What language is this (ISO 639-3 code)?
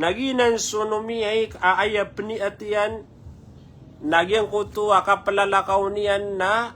mrw